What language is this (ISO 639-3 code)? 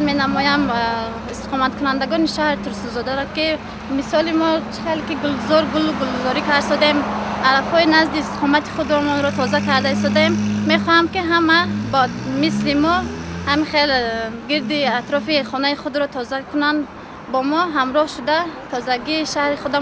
tgk